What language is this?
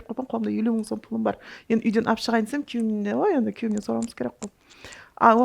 Kara-Kalpak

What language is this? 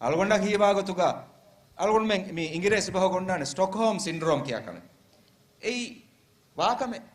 Divehi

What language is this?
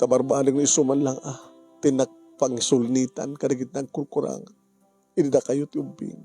Iloko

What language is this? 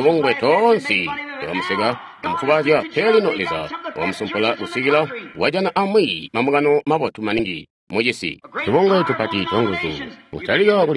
Tonga (Zambia)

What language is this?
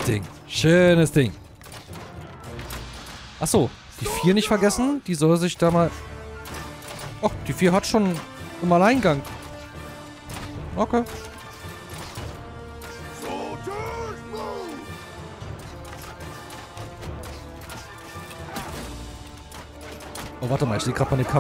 German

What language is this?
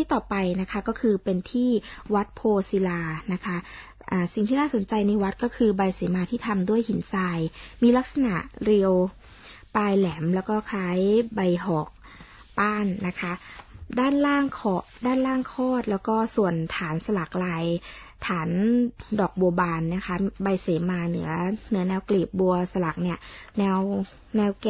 Thai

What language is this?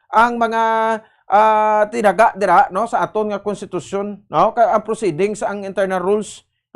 Hiligaynon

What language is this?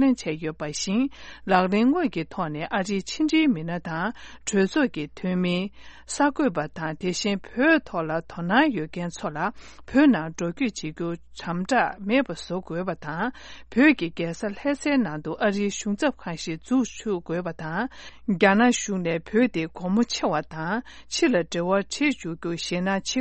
Tibetan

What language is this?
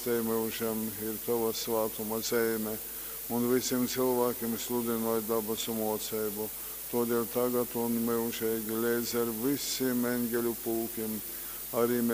Latgalian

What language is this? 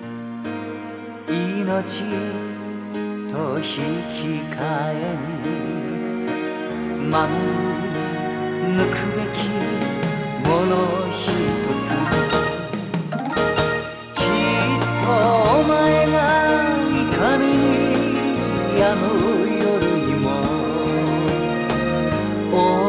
Japanese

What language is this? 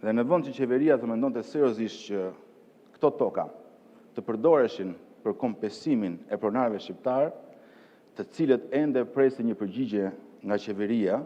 Albanian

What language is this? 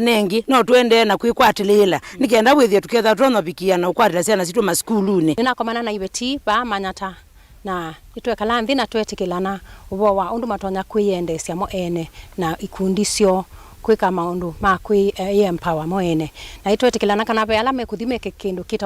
Kamba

